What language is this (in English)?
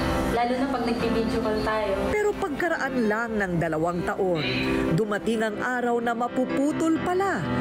Filipino